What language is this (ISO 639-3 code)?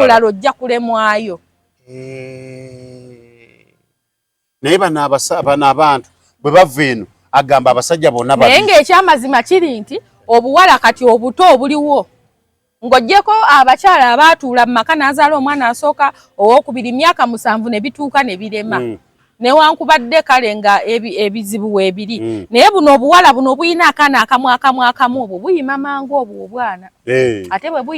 lug